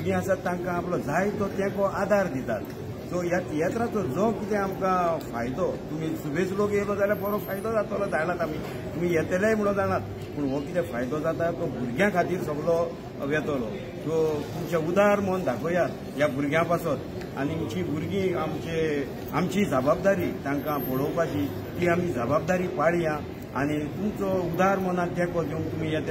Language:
Konkani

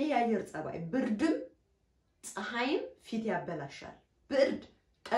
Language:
Amharic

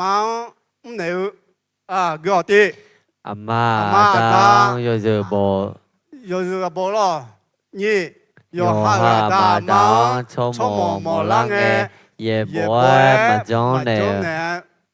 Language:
Akha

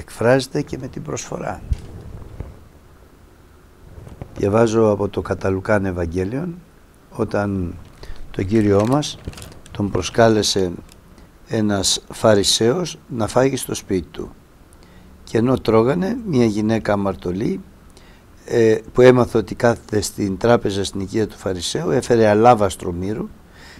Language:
Greek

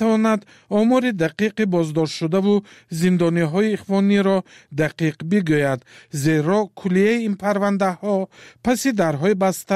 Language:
Tajik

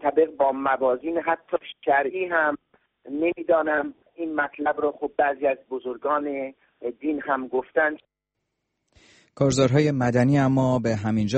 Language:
Persian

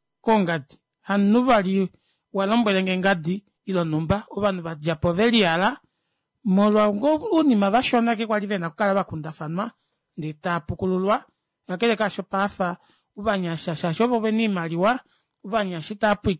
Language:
Kuanyama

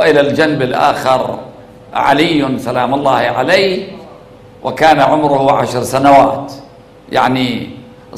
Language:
Arabic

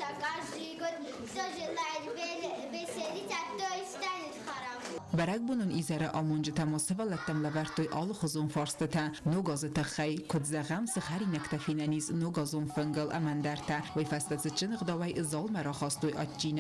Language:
Ossetic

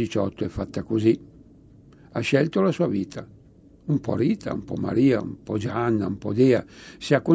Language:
Italian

